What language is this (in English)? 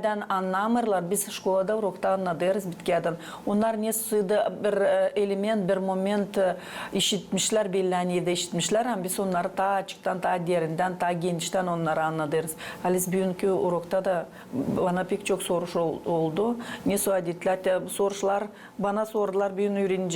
Gagauz